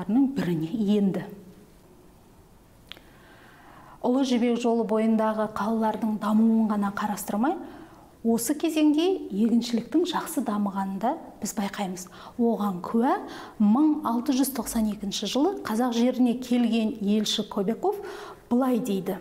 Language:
Kazakh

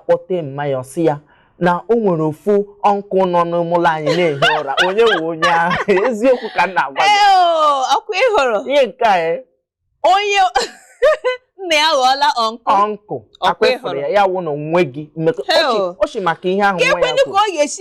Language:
Igbo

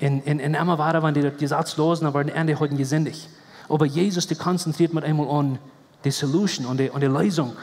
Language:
Plautdietsch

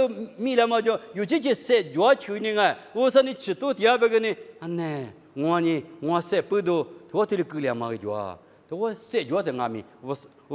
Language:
Lisu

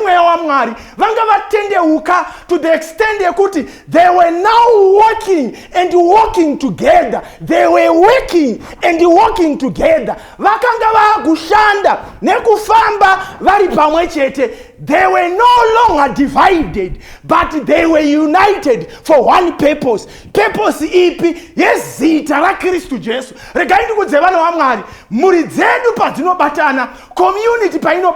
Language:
Shona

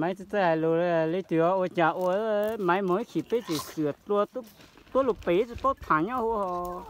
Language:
Hmong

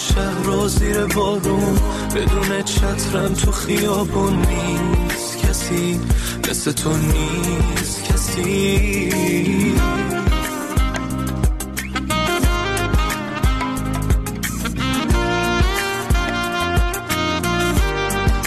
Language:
Persian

